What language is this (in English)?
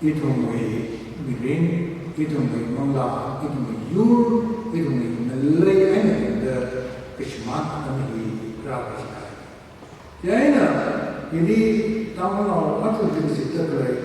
Tangkhul Naga (India)